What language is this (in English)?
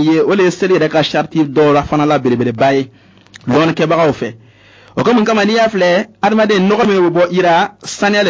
Bambara